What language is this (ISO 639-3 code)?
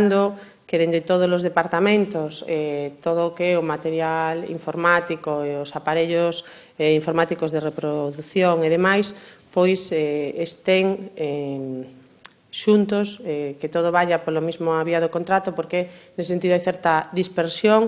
glg